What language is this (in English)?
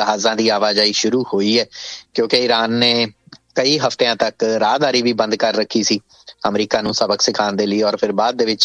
Punjabi